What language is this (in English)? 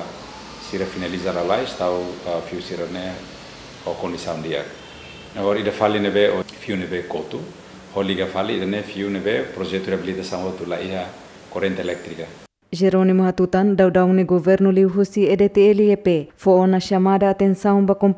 Tetum